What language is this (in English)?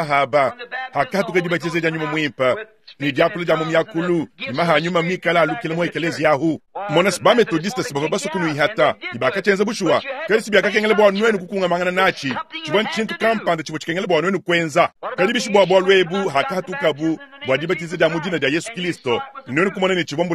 Luba-Lulua